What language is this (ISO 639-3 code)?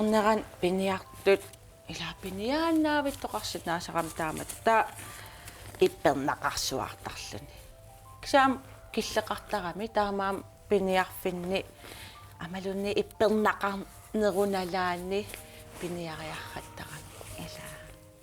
kal